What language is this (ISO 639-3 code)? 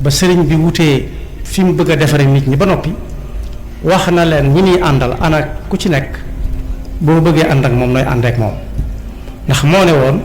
wol